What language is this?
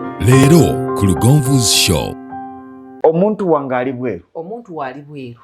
Ganda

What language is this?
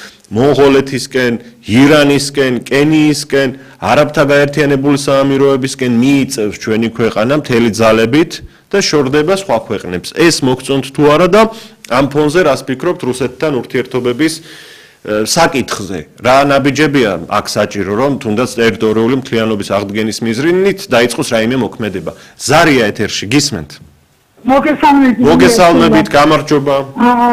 Georgian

